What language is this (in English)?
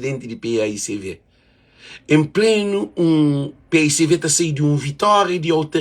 Kabuverdianu